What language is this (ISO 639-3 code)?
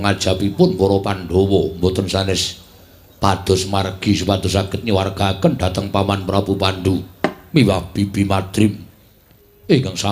jav